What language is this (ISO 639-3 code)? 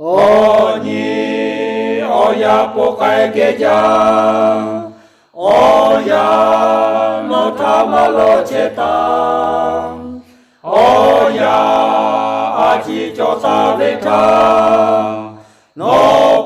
lhu